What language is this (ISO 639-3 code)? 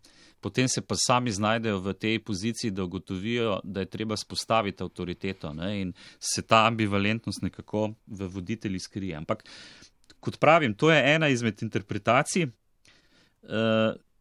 slv